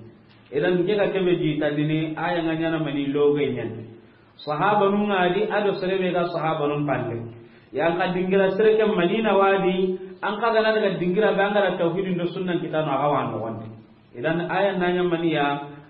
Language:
Soninke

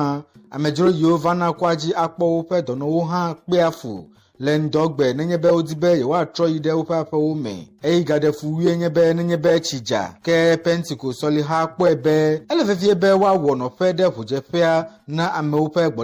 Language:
Ewe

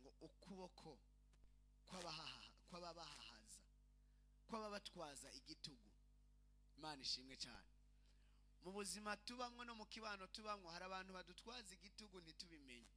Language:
Rundi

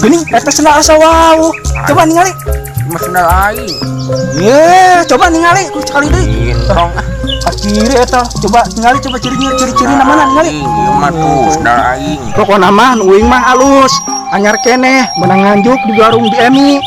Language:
Sundanese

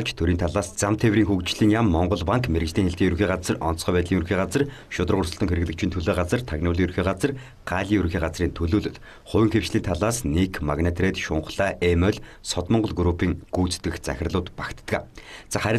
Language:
Mongolian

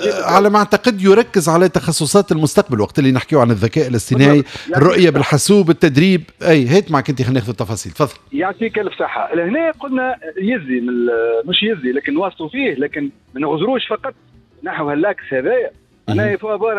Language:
Tunisian Arabic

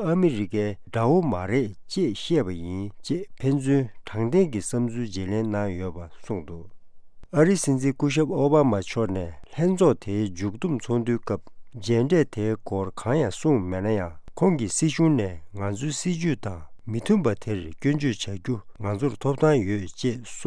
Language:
Tibetan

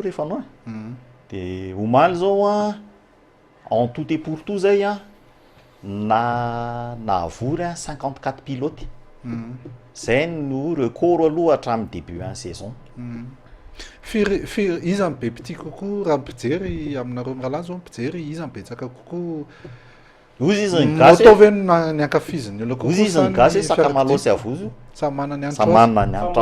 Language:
Malagasy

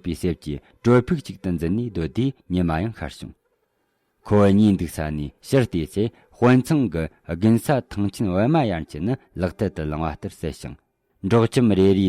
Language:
Tibetan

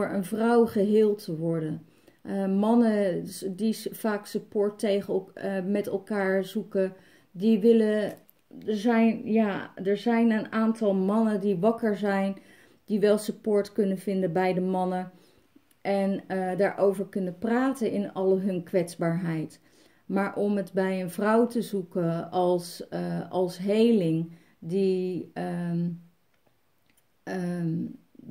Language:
Dutch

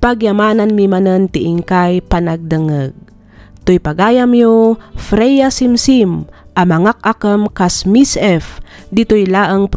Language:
Iloko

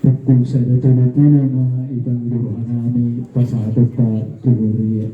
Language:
Batak Toba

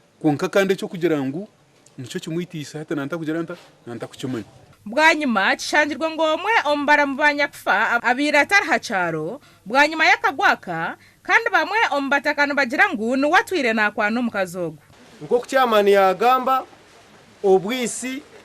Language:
Nyankole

